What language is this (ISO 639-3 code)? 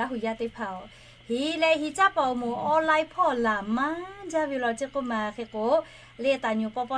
lhu